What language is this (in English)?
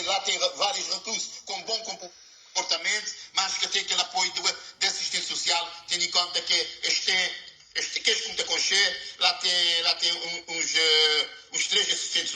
Kabuverdianu